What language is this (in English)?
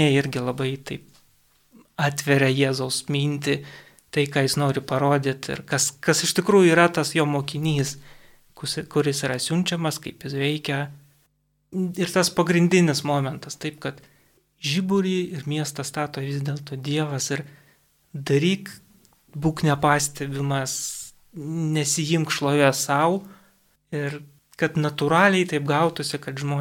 Lithuanian